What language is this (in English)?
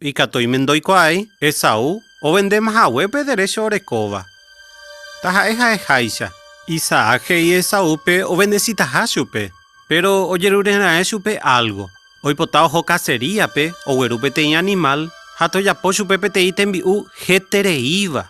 Guarani